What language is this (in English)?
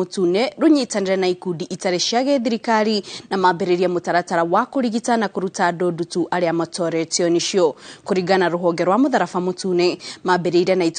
Kikuyu